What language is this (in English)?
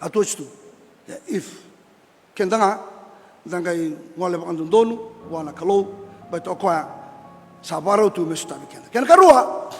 Fijian